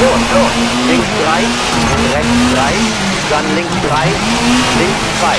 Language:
Bavarian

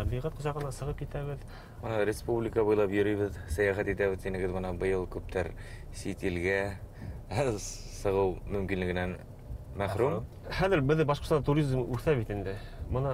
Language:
Bashkir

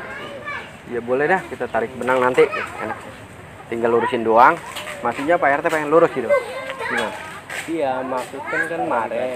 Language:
Betawi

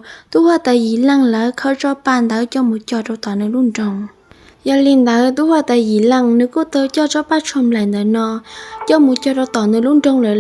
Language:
Hmong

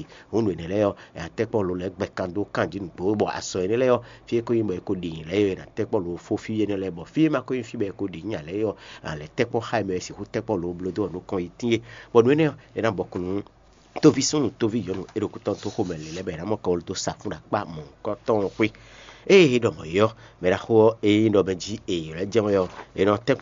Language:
Fon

